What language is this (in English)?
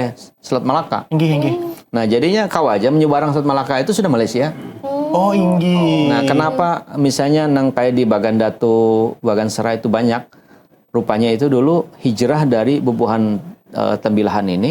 Banjar